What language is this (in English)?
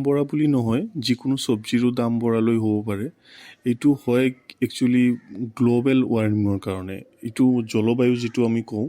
Assamese